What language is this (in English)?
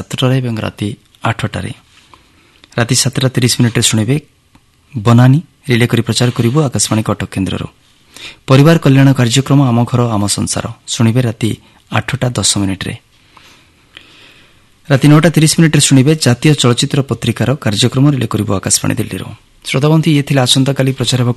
Odia